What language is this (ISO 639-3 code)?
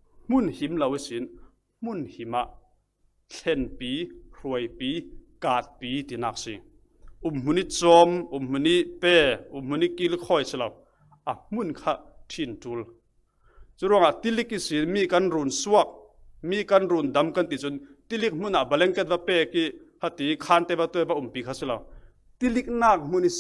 cfm